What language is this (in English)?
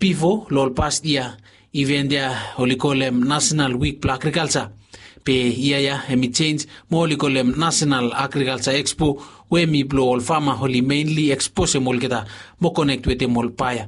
Bislama